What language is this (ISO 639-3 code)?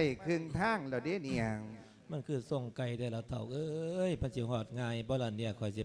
lao